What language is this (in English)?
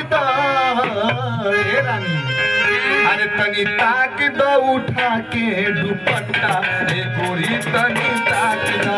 Bhojpuri